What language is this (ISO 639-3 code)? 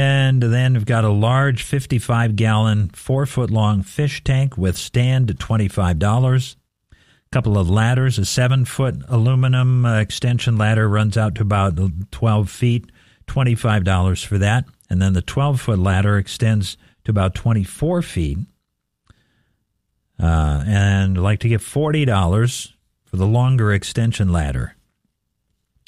eng